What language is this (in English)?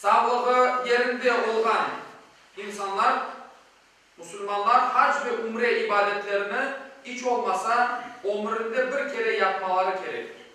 Crimean Tatar